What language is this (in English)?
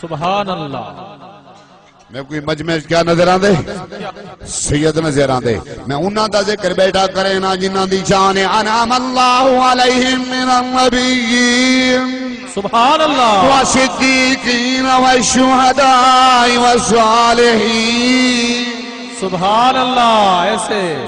Saraiki